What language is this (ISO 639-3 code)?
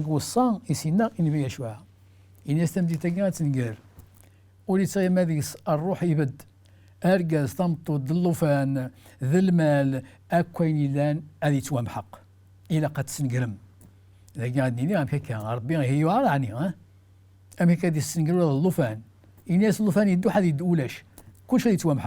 kab